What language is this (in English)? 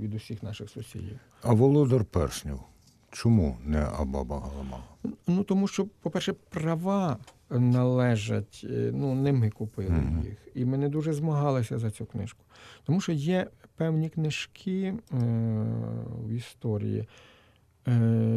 Ukrainian